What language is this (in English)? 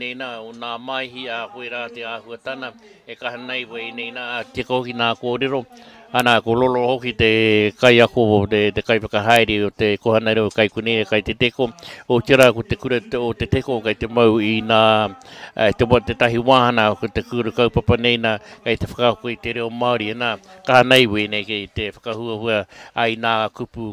Māori